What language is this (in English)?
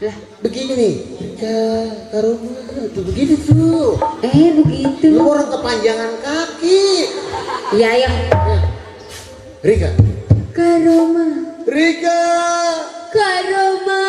Betawi